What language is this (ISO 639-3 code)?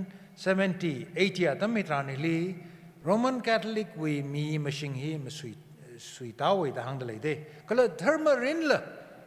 nmf